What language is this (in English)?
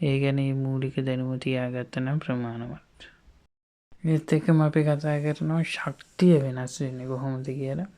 Sinhala